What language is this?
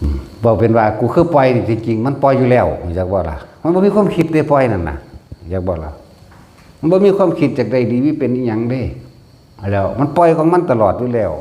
Northeastern Thai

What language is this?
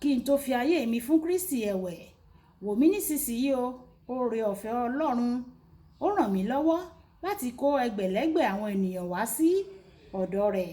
Yoruba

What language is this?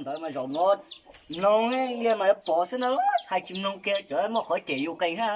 Hmong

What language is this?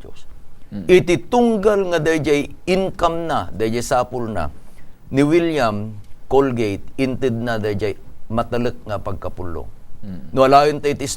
Iloko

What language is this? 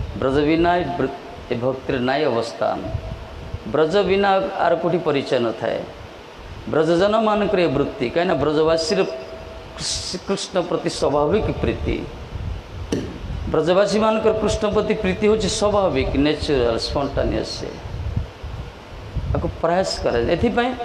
Odia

